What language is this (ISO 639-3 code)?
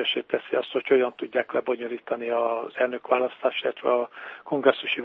hun